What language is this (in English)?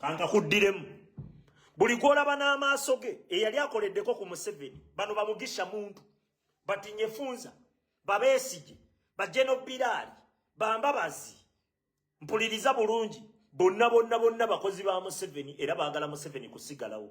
Ganda